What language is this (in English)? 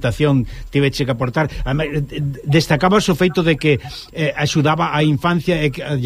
Galician